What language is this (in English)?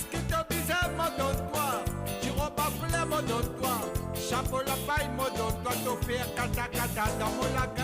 Morisyen